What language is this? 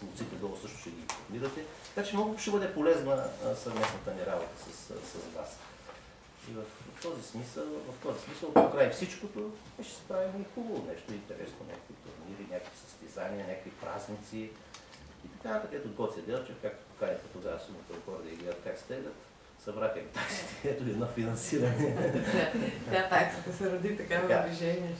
Bulgarian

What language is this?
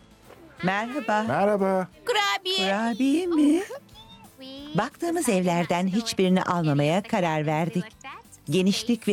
Turkish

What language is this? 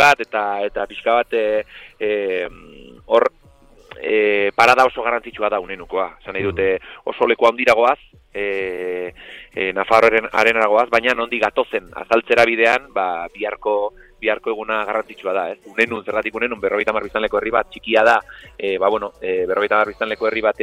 Basque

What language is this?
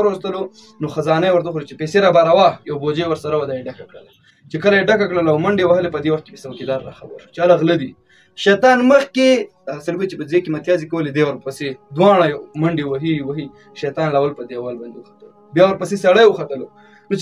Pashto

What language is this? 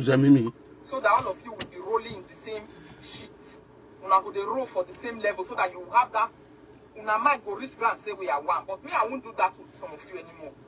Nigerian Pidgin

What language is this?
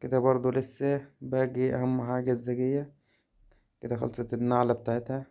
Egyptian Arabic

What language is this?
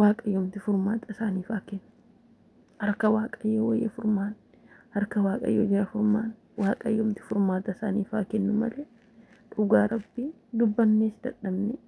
Oromo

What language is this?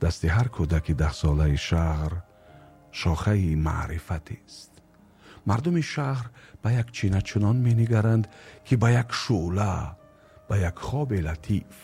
Tajik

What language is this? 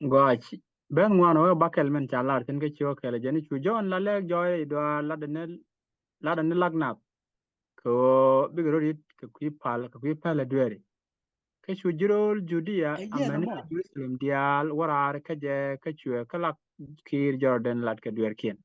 Nuer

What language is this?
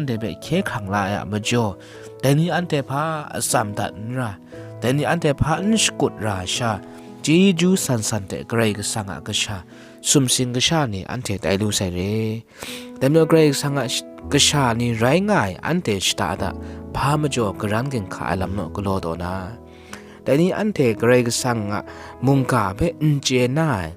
Kachin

